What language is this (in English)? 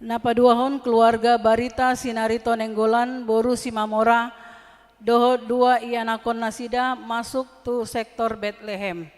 Batak Toba